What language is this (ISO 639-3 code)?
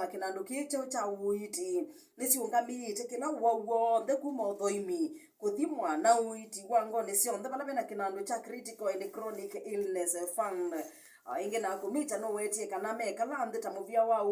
kam